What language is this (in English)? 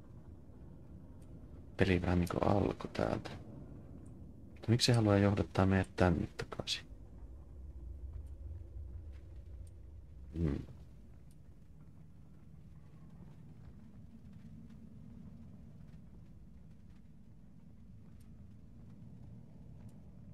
Finnish